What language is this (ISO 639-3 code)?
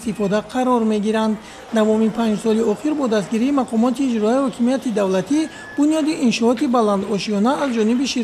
tgk